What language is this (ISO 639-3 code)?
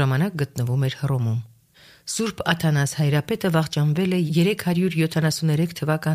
hye